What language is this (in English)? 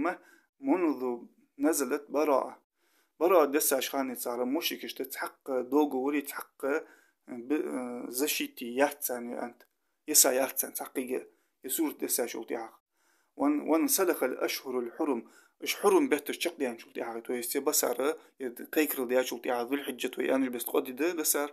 Ingush